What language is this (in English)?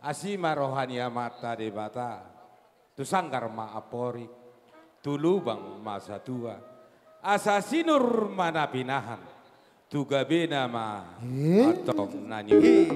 Batak Toba